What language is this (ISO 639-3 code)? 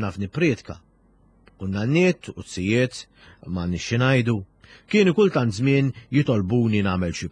mlt